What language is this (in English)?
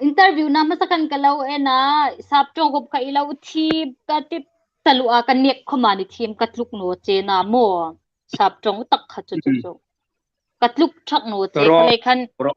Hmar